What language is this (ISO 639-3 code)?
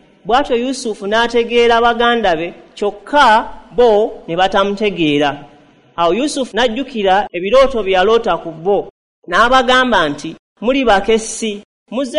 lug